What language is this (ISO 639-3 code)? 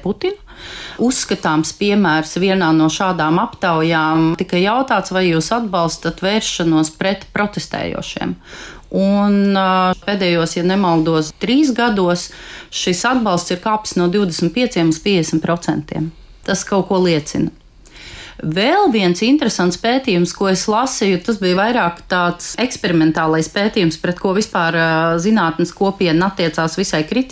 lav